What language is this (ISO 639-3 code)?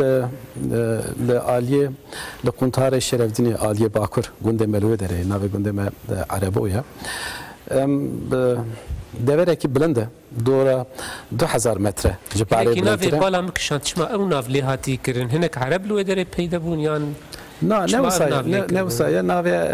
kur